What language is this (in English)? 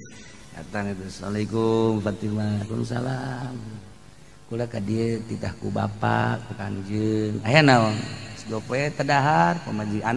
Sundanese